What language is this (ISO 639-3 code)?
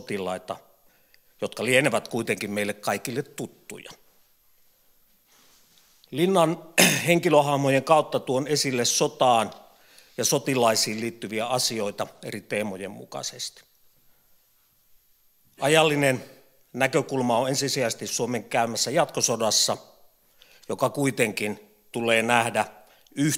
fin